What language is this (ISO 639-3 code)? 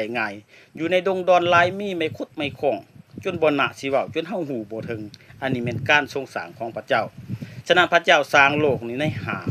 lao